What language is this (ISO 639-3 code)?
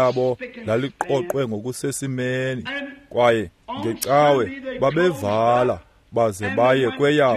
xho